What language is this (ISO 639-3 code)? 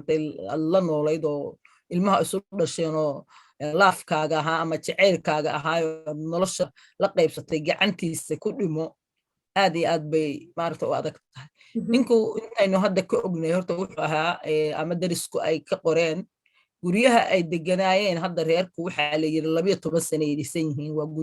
som